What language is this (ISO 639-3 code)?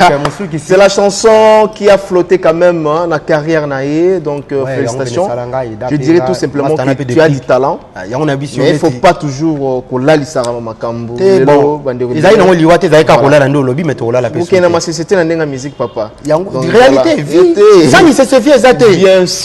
lin